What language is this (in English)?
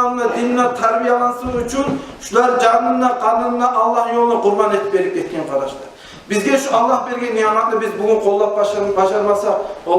Kumyk